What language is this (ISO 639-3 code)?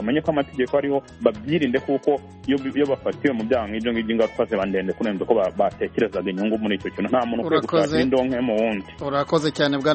kin